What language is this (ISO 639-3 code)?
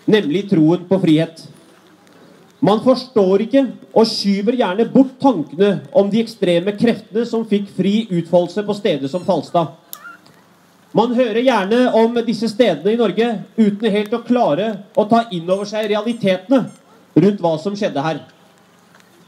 nor